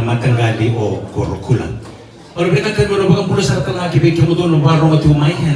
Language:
Fijian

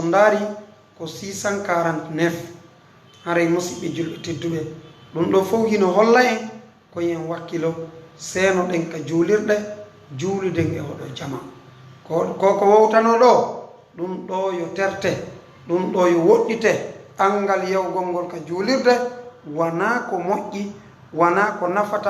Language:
Fula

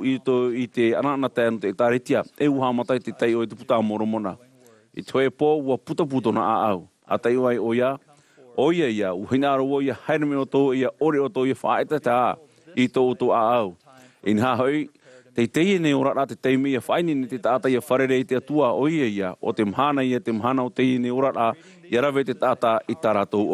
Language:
Tahitian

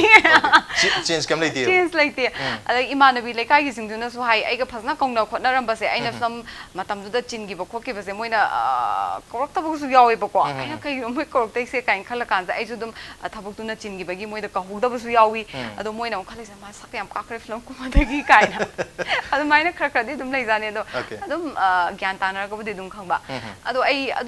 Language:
Manipuri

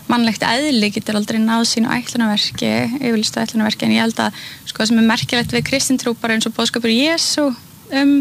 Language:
Icelandic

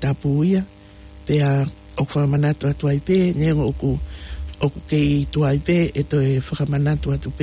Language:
Tongan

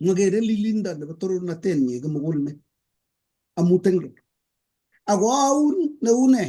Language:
Kalenjin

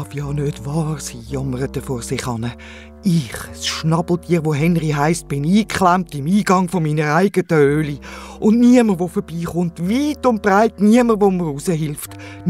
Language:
Swiss German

